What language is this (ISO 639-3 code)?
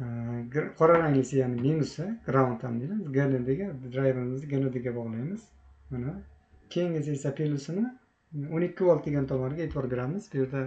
uzb